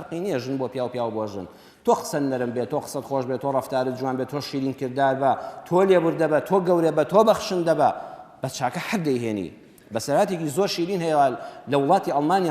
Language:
Central Kurdish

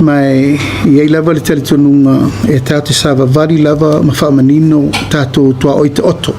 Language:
Samoan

